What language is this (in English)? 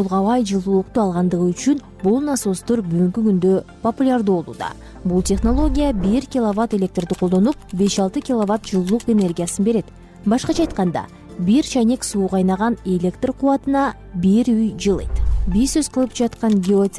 Kyrgyz